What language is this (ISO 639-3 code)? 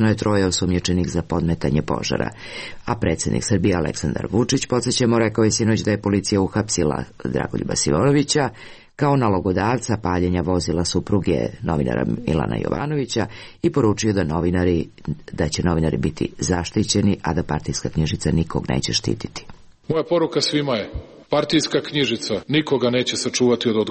srp